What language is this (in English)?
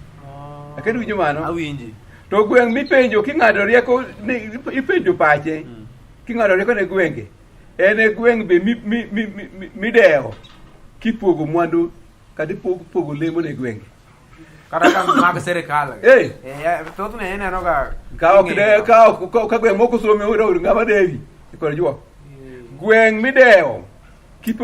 Luo (Kenya and Tanzania)